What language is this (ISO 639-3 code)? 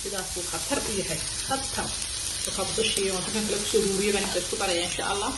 som